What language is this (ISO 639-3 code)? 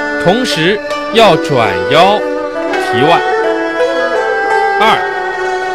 zho